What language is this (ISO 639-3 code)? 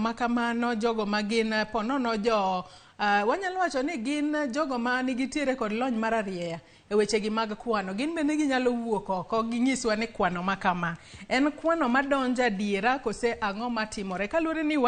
luo